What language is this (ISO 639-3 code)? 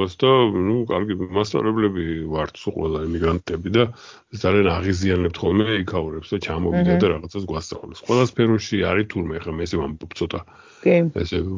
kat